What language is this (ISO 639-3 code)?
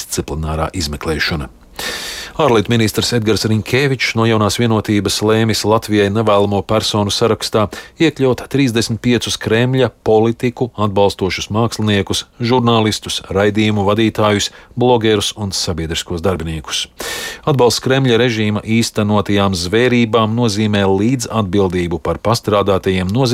lav